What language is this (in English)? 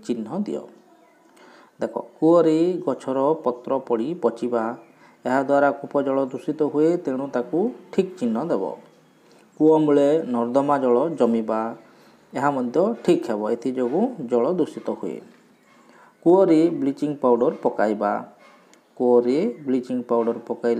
Odia